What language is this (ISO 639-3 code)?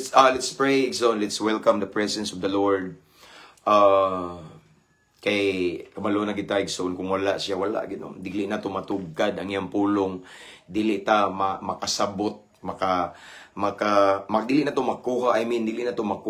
ceb